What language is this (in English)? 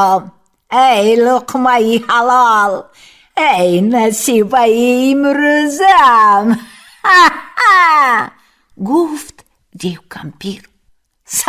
Tajik